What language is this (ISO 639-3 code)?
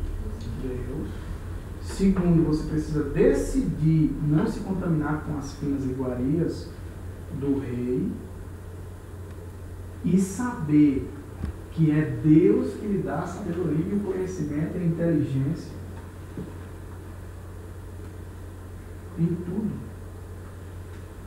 por